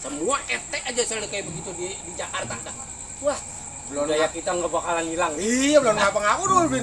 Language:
Betawi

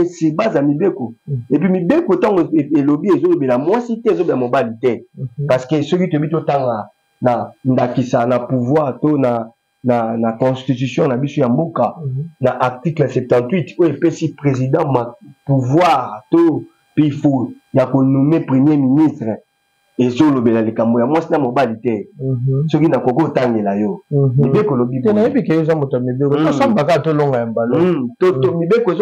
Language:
Lingala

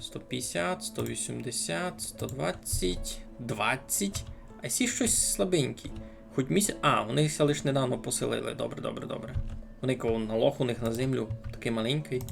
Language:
Rusyn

